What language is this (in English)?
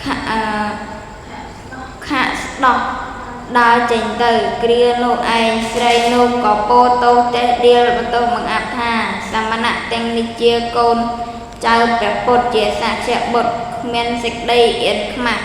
Khmer